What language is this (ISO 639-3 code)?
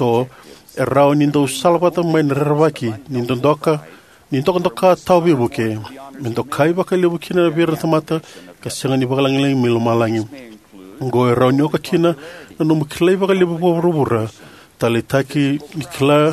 fij